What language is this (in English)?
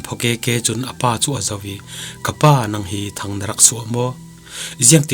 Falam Chin